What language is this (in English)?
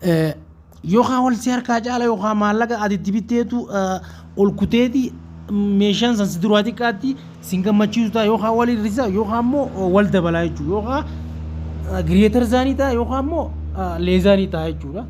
Oromo